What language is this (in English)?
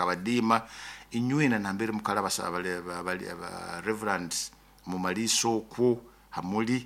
Nyoro